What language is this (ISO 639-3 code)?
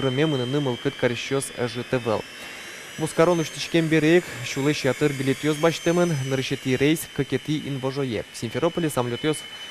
udm